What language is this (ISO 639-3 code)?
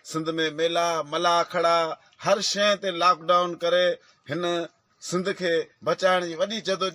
snd